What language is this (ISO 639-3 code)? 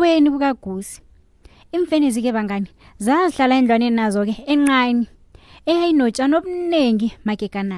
nbl